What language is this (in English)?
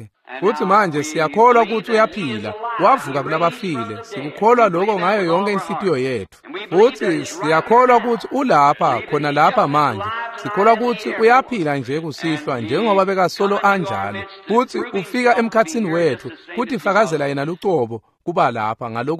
Swati